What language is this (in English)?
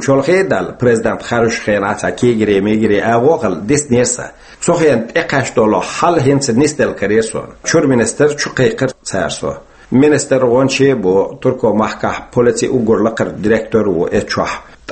Chechen